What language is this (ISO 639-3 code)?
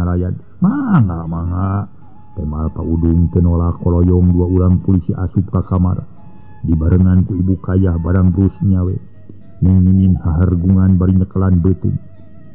sun